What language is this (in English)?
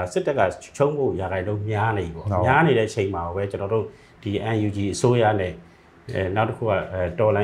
Burmese